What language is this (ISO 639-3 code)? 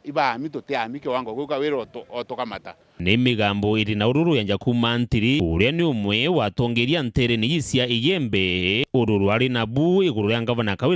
mer